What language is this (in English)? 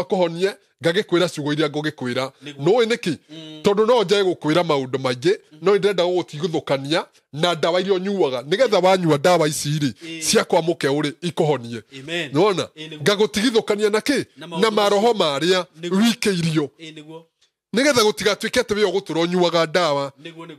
Kikuyu